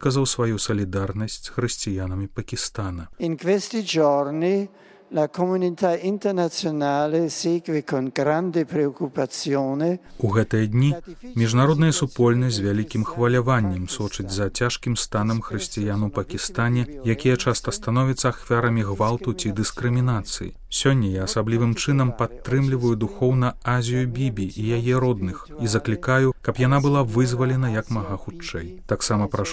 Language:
Belarusian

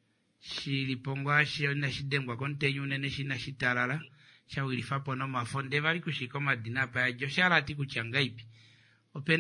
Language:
Kuanyama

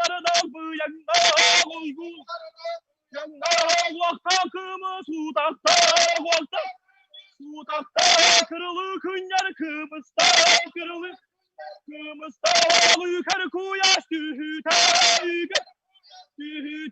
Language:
Yakut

